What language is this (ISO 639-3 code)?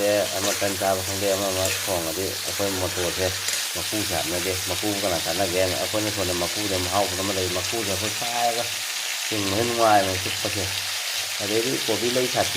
mni